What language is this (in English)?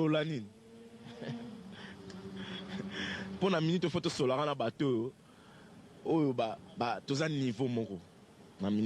Lingala